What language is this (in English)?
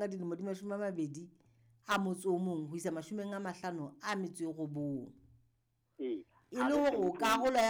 Southern Sotho